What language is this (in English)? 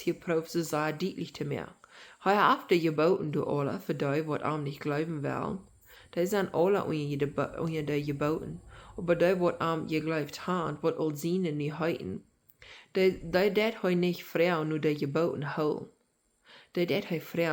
Plautdietsch